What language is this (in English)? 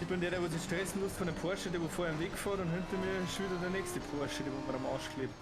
Bavarian